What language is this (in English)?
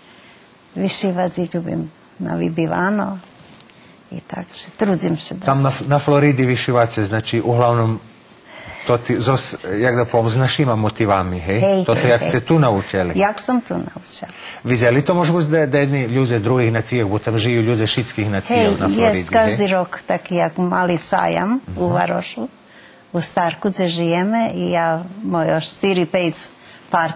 Rusyn